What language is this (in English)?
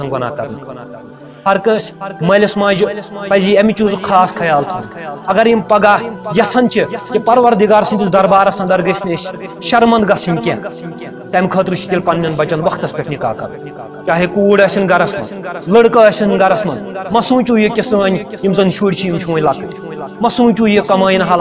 Kashmiri